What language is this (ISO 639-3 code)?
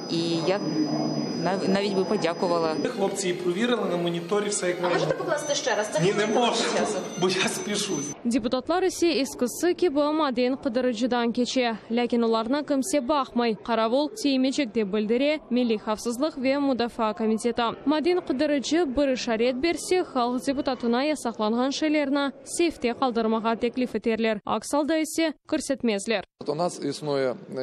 crh